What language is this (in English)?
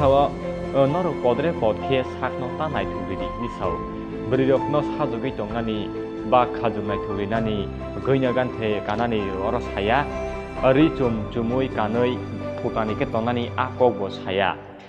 Kok Borok